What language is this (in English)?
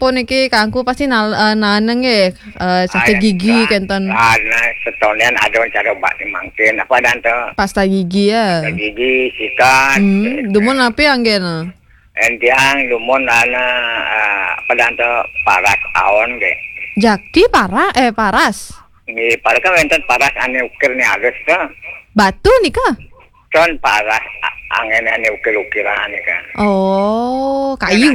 Balinese